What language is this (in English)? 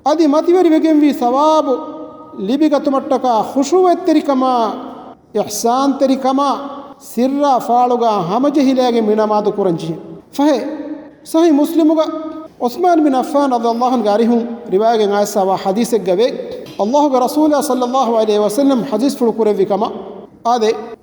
Divehi